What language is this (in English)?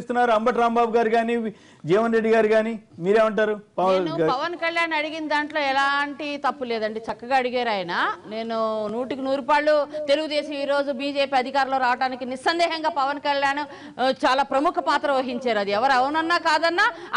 Telugu